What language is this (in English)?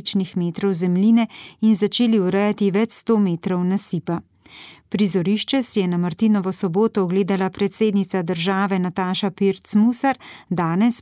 Slovenian